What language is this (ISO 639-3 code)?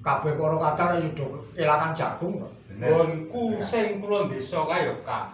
jav